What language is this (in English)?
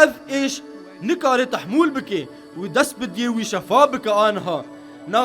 Kurdish